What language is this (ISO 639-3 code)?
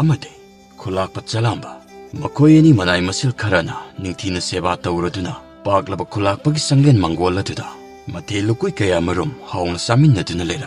mni